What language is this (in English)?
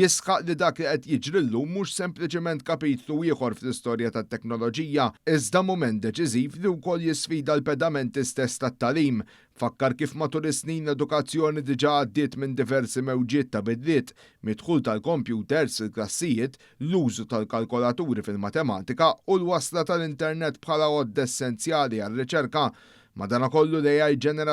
Maltese